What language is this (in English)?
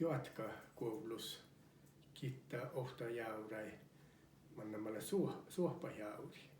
Northern Sami